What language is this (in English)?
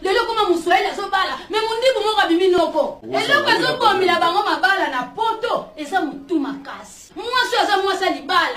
Lingala